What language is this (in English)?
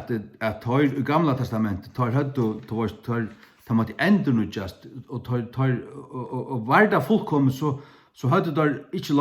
Faroese